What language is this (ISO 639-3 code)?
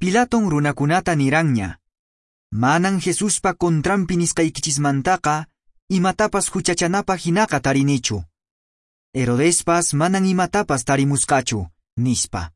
que